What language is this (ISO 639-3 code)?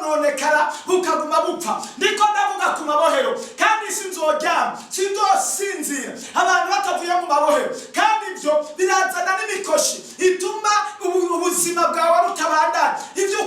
run